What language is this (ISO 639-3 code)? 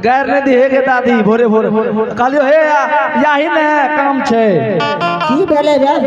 anp